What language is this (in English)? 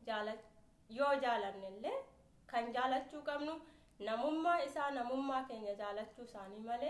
Oromo